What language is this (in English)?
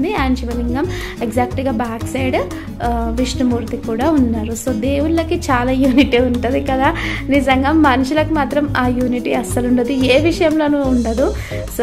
Telugu